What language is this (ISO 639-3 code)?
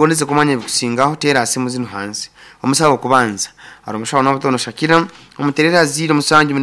nyo